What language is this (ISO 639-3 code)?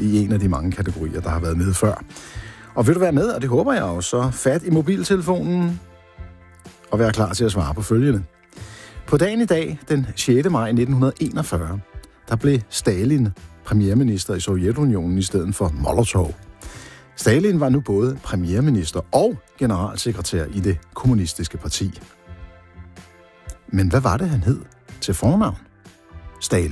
dan